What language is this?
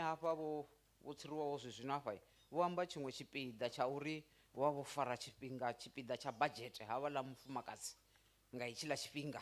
Venda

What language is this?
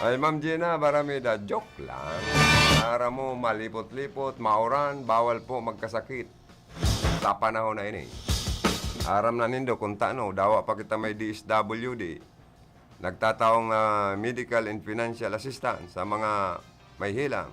Bikol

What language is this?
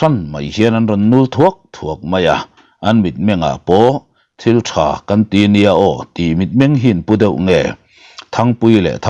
Mizo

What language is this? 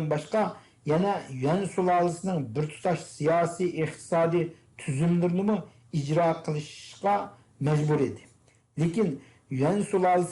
Uyghur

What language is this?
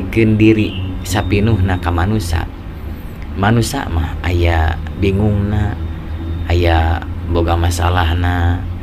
Sundanese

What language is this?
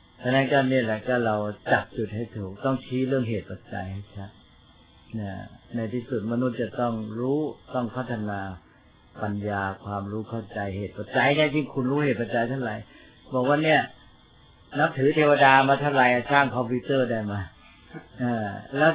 Thai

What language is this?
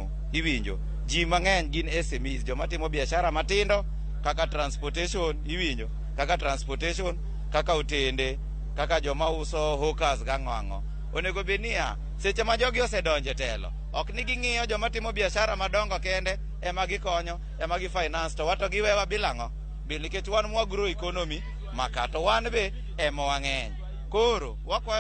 Luo (Kenya and Tanzania)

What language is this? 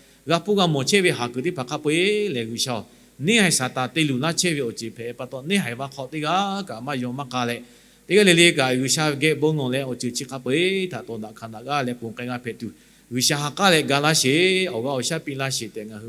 Lahu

